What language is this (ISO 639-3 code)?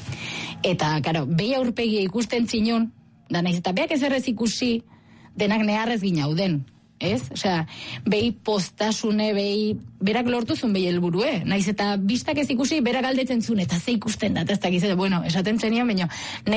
eus